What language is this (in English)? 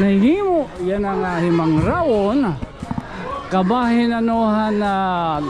Waray